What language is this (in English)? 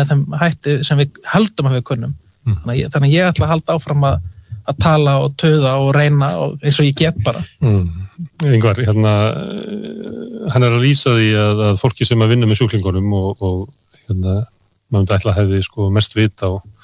Icelandic